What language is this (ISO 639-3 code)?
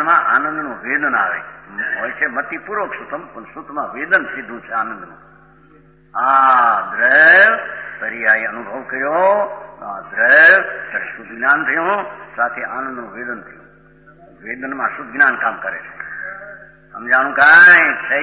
guj